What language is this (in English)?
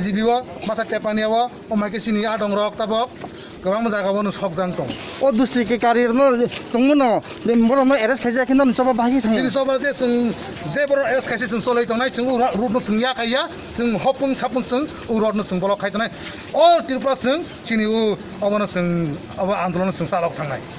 Kok Borok